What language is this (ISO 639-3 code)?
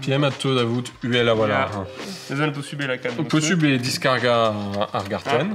bre